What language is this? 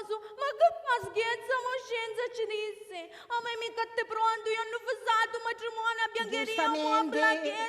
Sicilian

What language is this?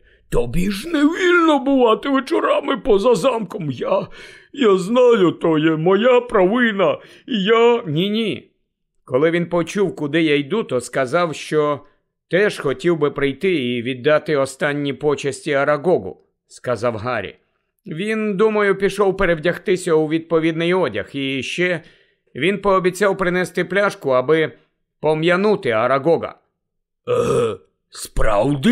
Ukrainian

